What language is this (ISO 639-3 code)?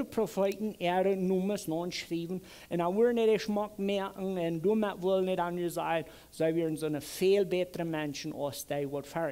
pdt